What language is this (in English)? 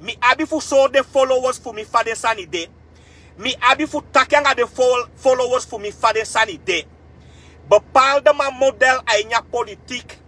Sranan Tongo